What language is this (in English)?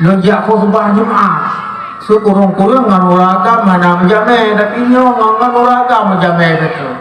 Achinese